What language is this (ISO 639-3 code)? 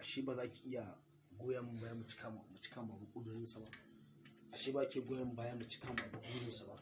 hau